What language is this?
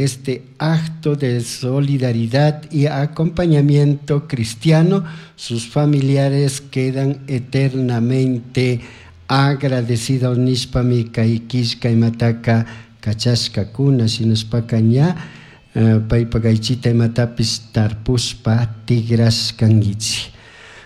Chimborazo Highland Quichua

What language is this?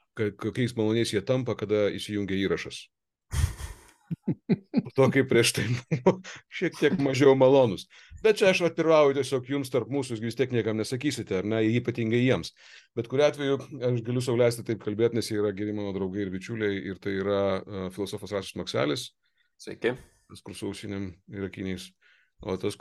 Lithuanian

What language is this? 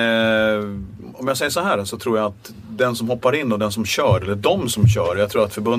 Swedish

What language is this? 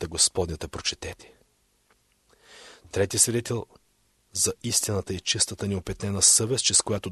Bulgarian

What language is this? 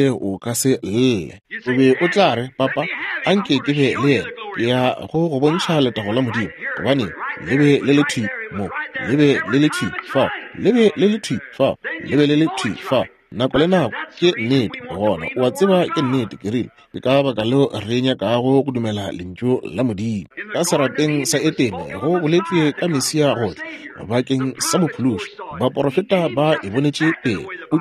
Northern Sotho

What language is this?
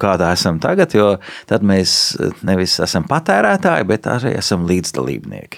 Latvian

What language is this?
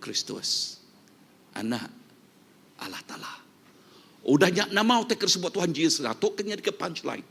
Iban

